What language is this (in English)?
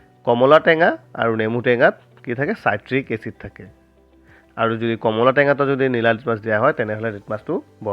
Assamese